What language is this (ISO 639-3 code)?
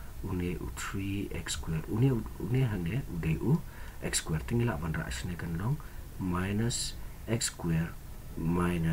kha